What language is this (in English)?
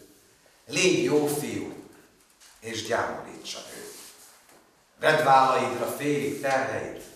Hungarian